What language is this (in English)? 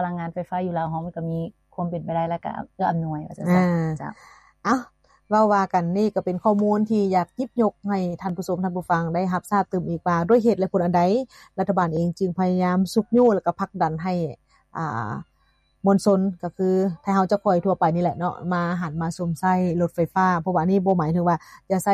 Lao